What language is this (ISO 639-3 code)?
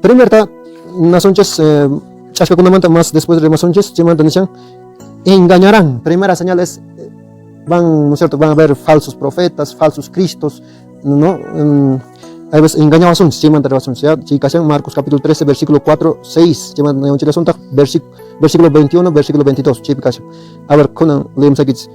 que